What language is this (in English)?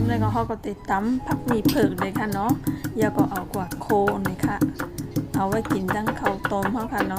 Shan